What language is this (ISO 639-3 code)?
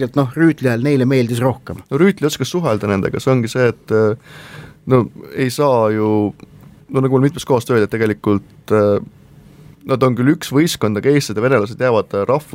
est